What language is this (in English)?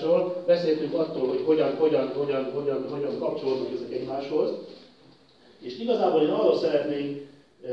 Hungarian